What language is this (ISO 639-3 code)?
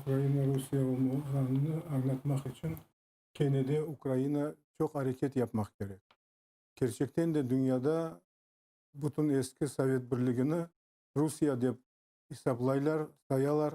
crh